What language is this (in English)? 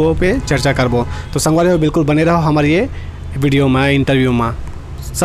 Chhattisgarhi